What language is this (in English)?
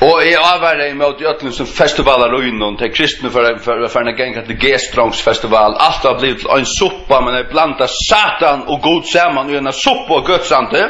Faroese